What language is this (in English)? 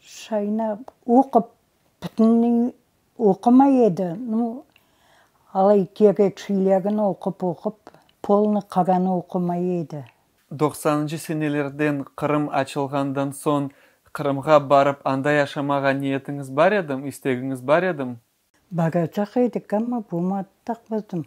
Crimean Tatar